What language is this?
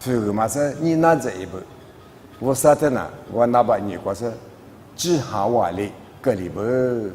Lisu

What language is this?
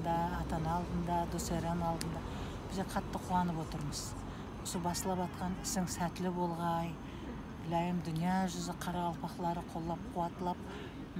Kara-Kalpak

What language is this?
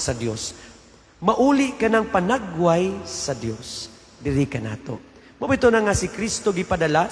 Cebuano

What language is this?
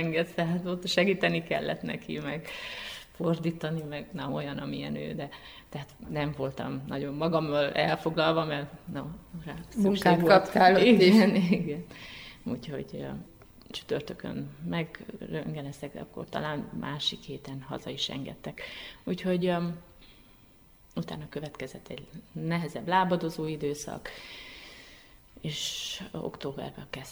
Hungarian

